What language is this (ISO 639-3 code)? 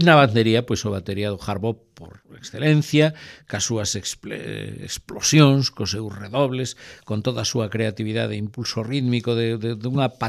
glg